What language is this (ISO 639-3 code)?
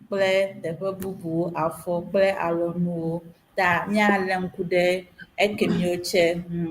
ewe